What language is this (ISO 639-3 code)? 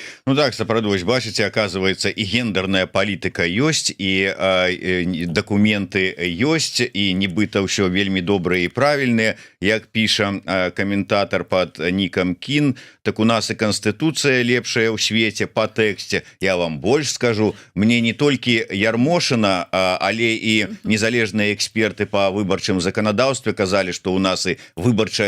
bel